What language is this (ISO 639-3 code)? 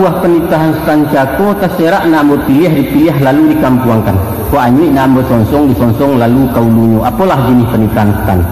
min